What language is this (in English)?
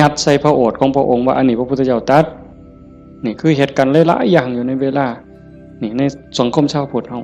Northeastern Thai